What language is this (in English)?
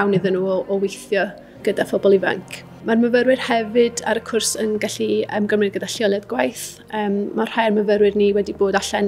Welsh